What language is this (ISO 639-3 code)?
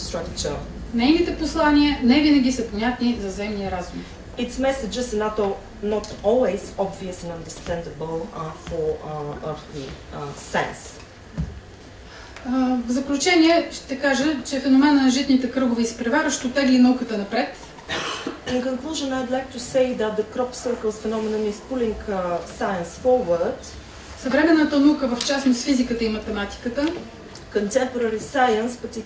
bul